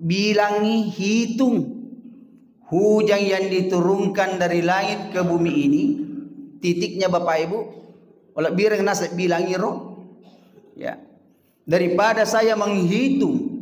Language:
Buginese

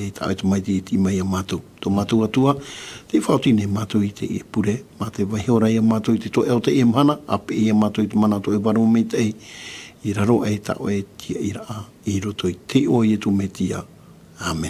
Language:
Tahitian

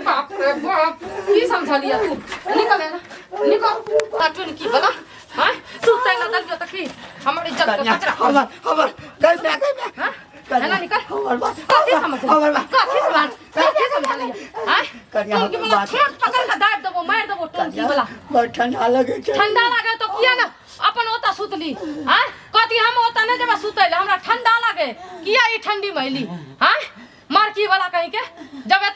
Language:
Maithili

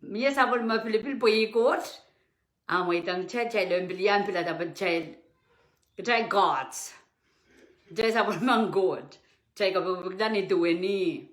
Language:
Pohnpeian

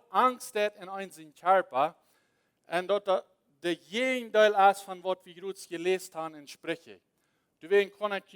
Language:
Plautdietsch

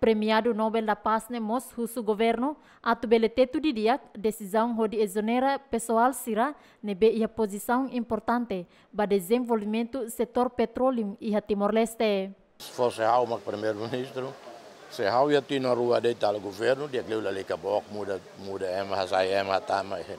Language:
Tetum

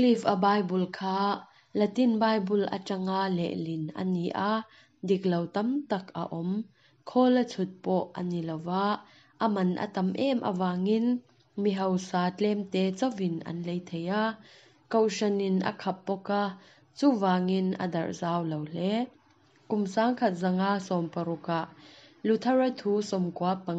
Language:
Mizo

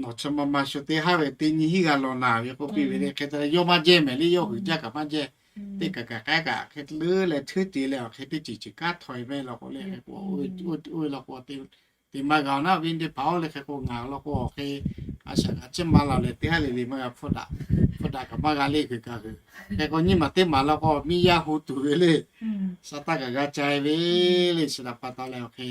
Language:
Lahu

